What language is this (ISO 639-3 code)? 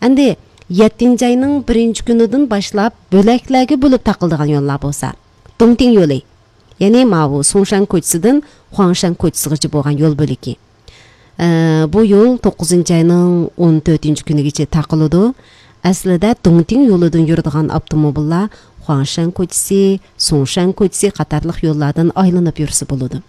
uig